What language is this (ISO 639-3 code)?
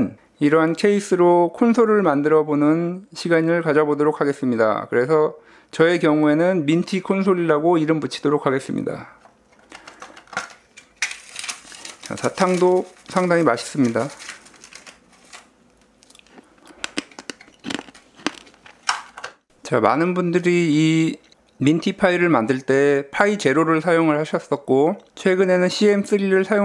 kor